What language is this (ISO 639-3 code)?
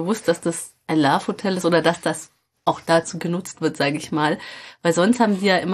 deu